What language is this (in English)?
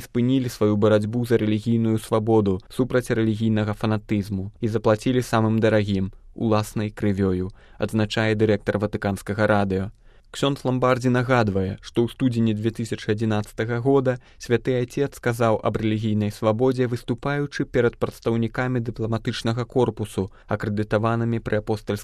Belarusian